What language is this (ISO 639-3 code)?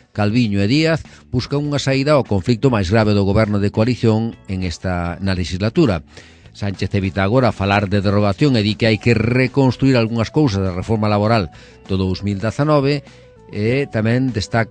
glg